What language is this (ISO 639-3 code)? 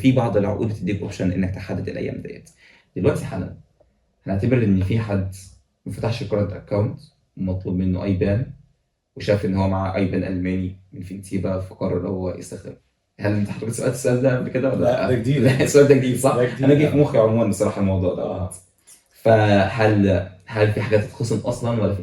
arz